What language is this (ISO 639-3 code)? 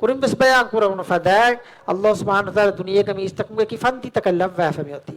div